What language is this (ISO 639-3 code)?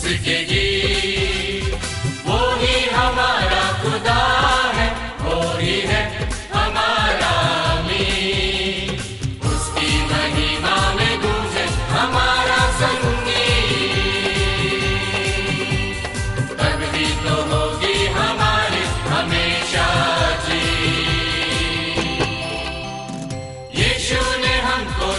hin